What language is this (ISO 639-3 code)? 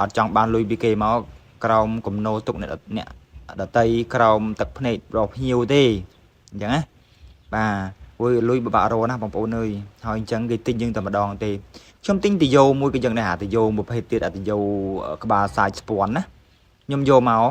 khm